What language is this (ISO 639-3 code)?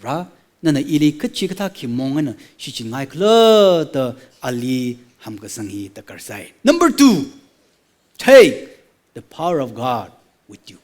nmf